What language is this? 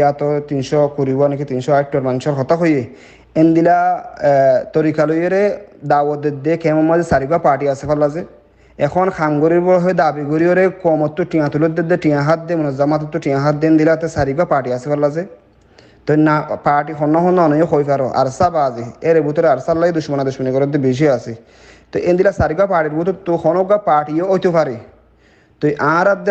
Rohingya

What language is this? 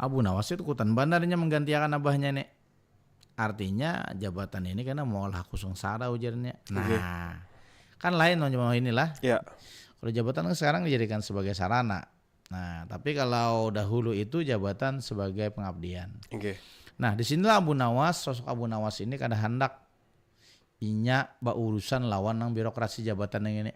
Banjar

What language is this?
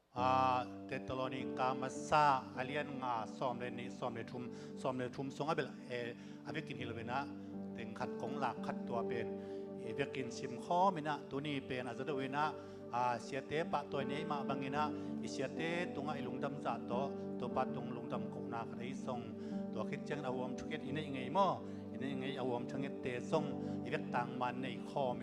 Tedim Chin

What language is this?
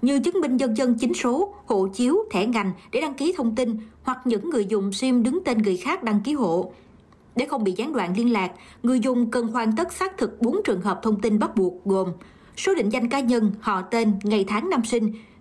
Vietnamese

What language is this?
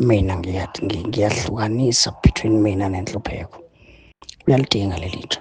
Zulu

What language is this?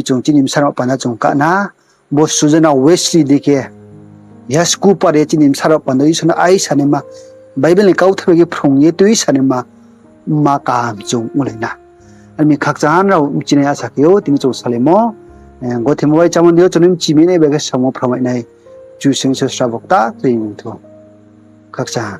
Riang (India)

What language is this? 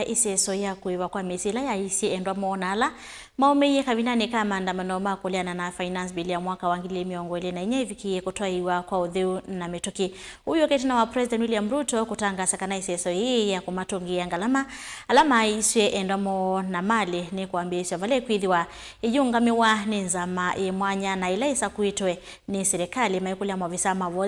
Kamba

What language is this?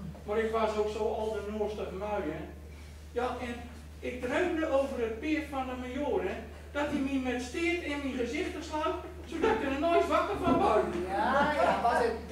Gronings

